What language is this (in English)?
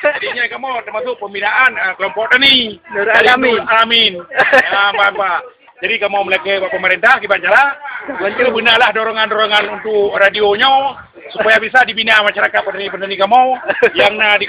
Achinese